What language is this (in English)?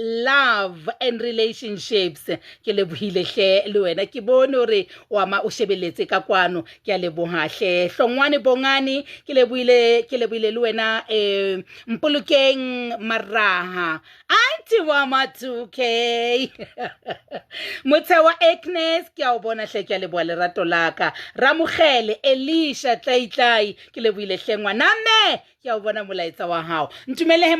Southern Sotho